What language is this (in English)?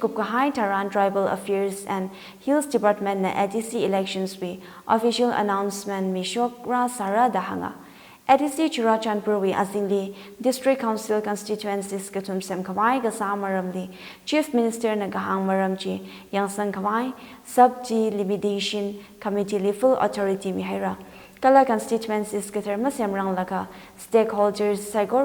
Tangkhul Naga (India)